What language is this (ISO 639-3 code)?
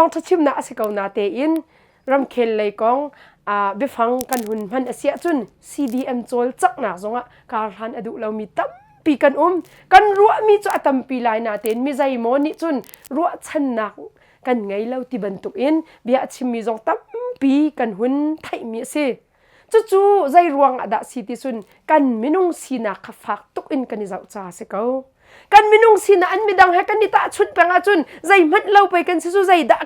cnh